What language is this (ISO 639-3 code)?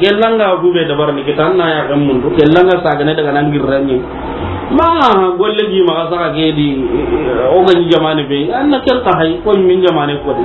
snk